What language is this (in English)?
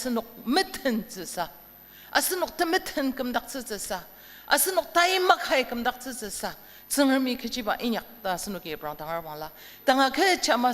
Ao Naga